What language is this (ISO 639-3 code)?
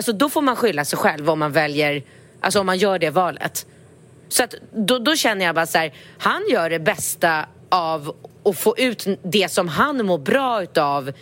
swe